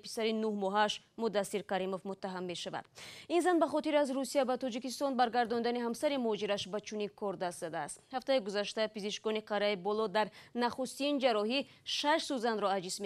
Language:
Tajik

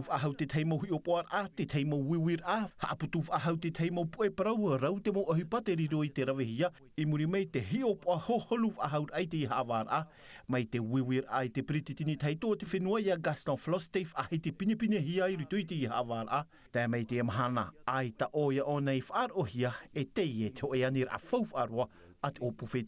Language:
Tahitian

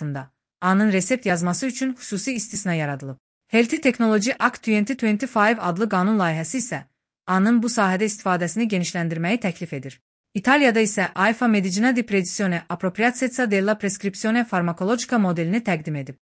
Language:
Azerbaijani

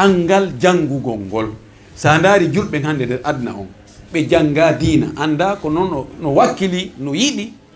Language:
Fula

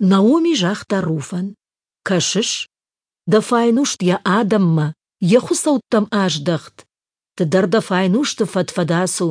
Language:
Ossetic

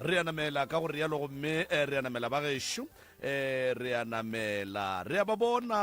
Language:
Northern Sotho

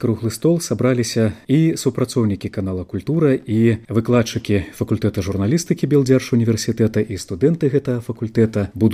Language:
Belarusian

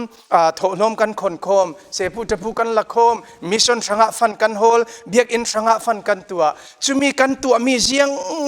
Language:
Falam Chin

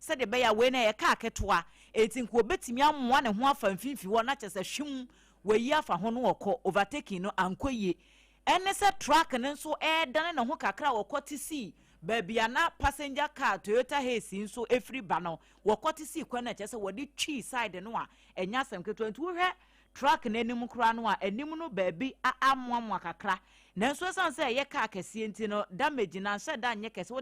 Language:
Akan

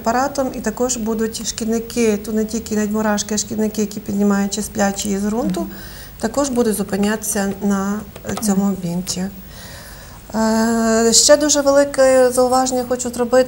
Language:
Ukrainian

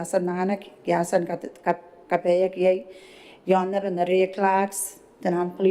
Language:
Gilbertese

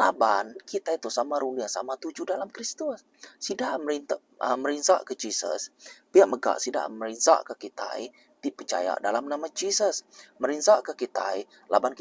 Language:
Iban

